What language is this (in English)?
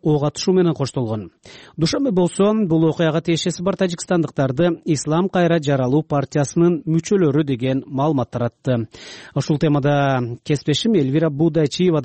Kyrgyz